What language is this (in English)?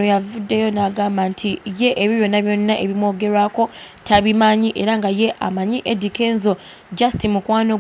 Ganda